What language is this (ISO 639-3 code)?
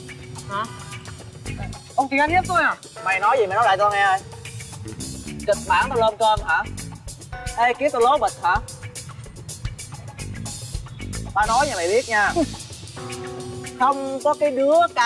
vie